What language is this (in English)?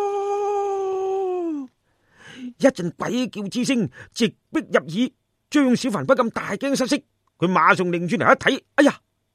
Cantonese